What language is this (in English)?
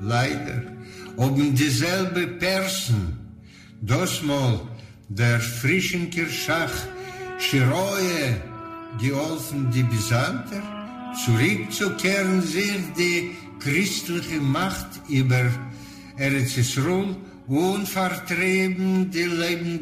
Yiddish